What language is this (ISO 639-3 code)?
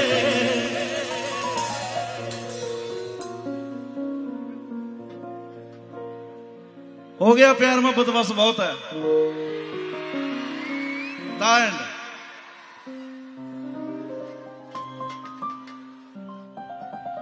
pan